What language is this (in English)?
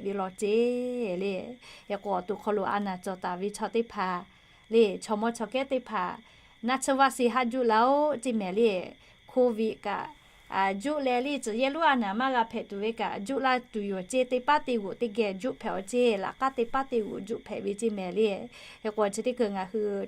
Lahu